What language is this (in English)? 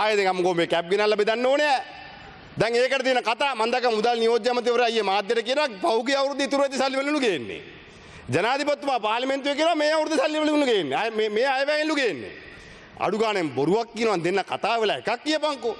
Sinhala